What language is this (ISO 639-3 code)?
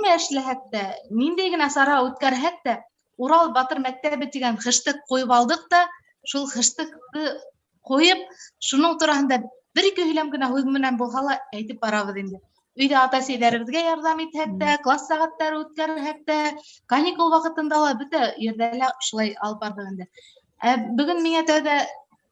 bak